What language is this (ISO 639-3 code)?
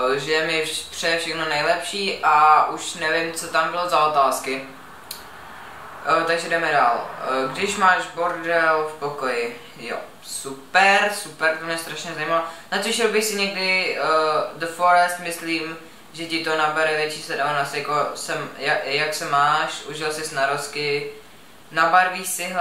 ces